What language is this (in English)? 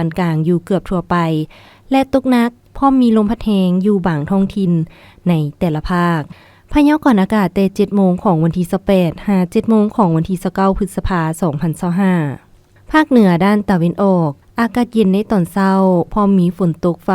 Lao